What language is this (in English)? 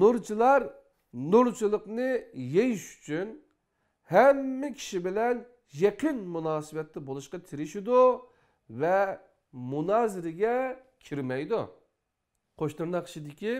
Uyghur